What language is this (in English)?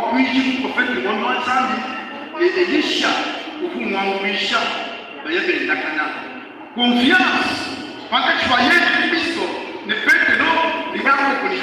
Luba-Lulua